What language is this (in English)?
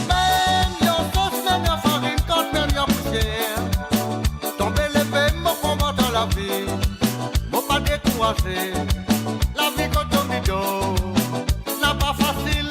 Morisyen